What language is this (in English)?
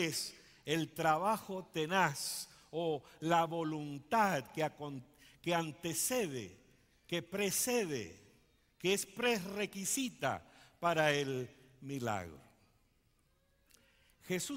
Spanish